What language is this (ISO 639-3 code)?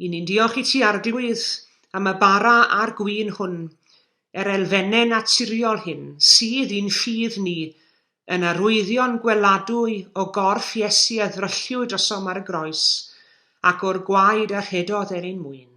cym